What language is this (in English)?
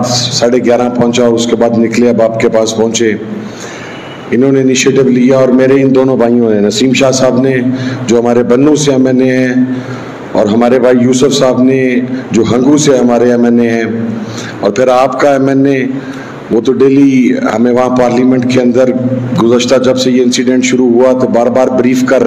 Urdu